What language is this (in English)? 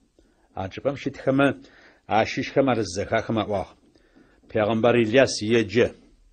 Adyghe